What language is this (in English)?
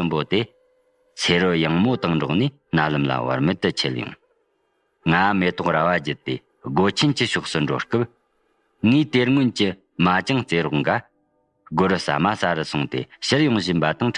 Tibetan